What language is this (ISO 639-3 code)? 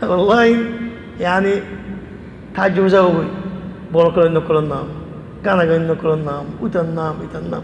rhg